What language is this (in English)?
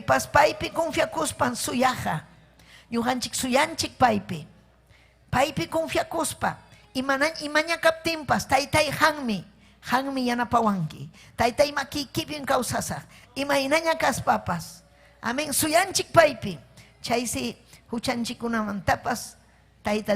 Ayacucho Quechua